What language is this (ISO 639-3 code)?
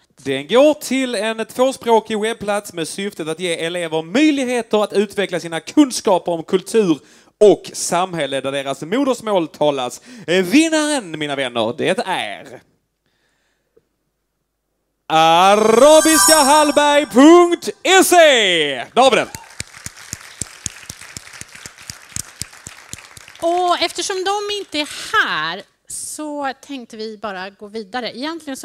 swe